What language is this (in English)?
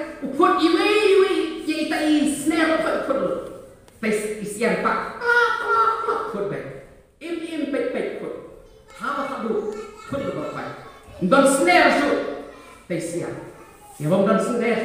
Khasi